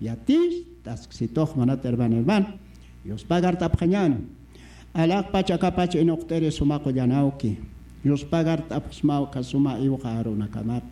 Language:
Aymara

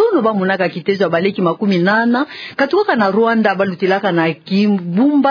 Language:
Kituba (Democratic Republic of Congo)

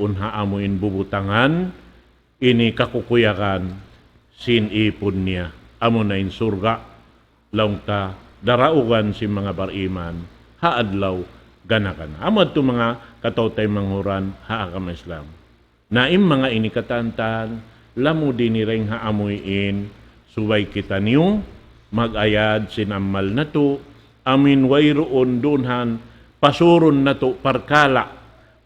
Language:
Tausug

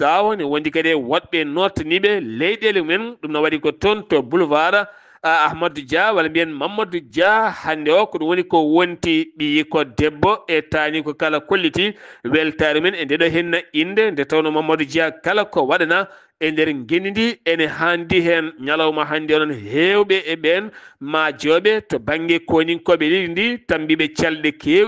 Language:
Fula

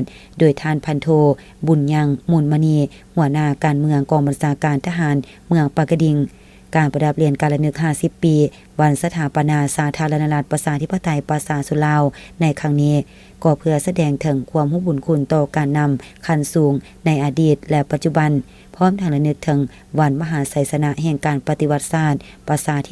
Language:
Lao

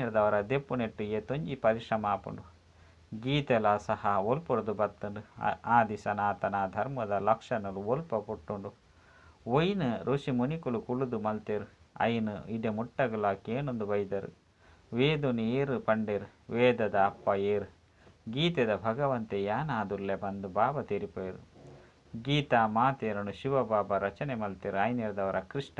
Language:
Tulu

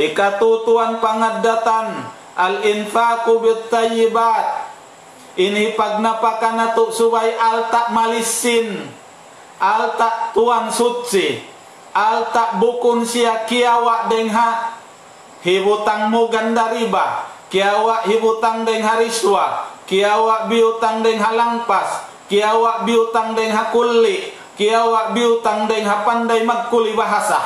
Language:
Tausug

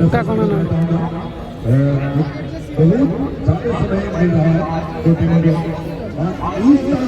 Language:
Santali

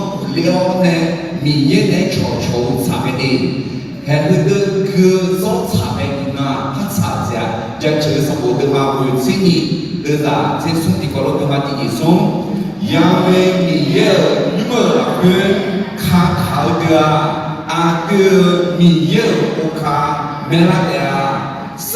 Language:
Akha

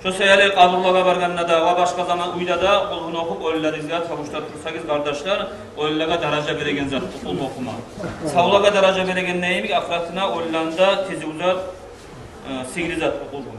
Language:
Kumyk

